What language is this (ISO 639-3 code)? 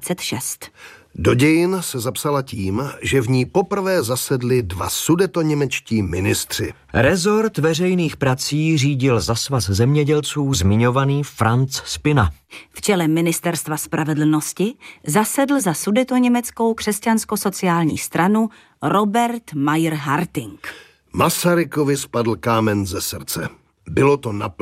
ces